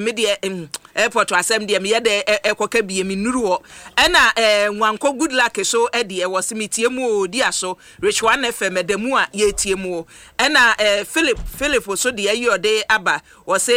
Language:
Akan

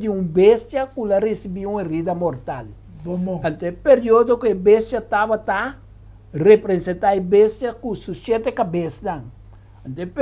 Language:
Papiamento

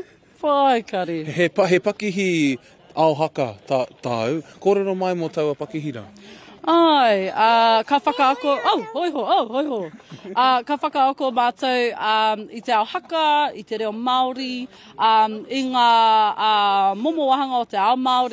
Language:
Māori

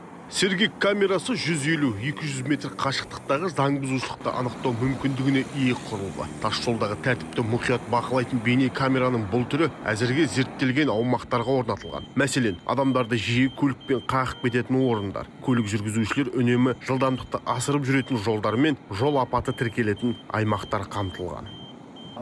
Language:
Kazakh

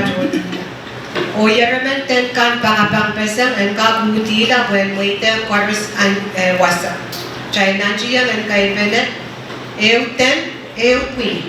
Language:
Pohnpeian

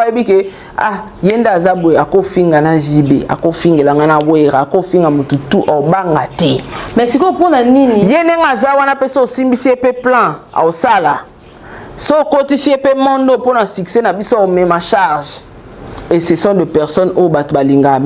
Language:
Lingala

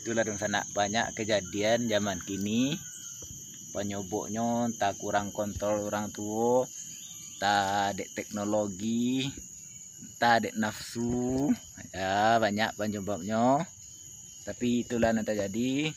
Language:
Minangkabau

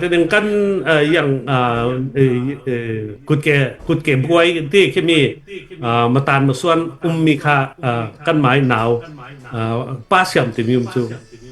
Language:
Falam Chin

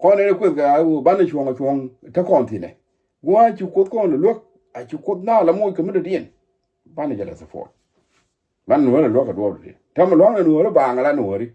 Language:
Nuer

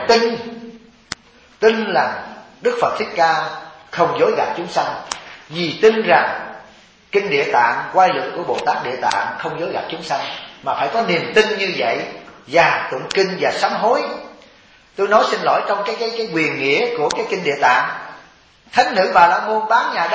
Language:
Vietnamese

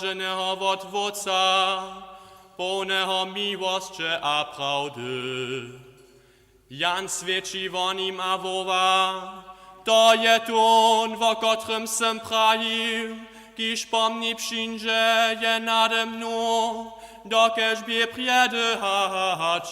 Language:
Upper Sorbian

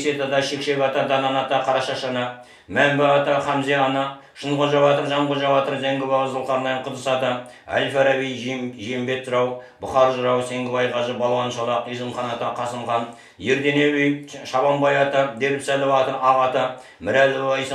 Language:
Kazakh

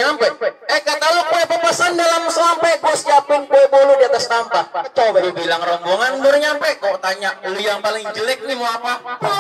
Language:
Betawi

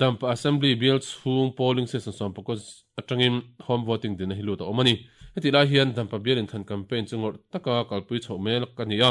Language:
Mizo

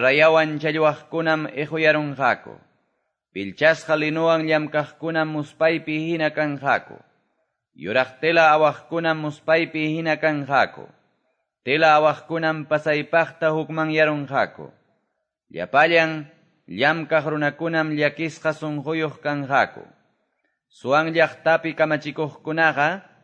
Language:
Quechua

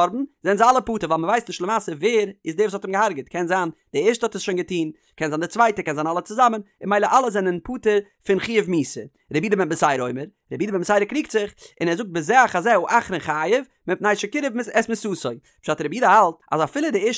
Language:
Yiddish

